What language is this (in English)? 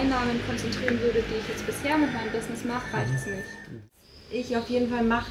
German